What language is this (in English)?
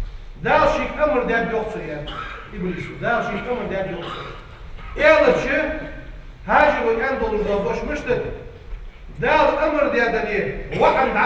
Ingush